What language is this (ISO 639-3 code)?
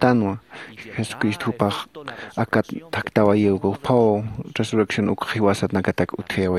aym